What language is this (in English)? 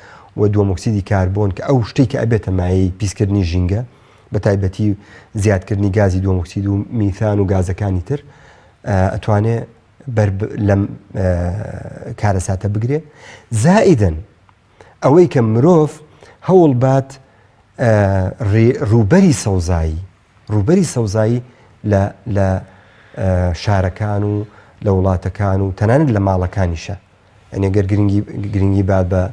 Central Kurdish